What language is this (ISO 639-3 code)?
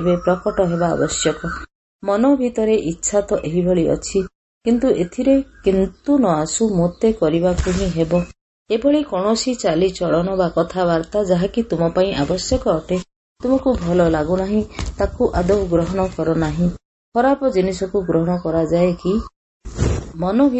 ori